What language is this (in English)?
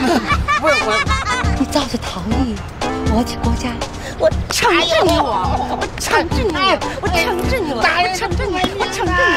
Chinese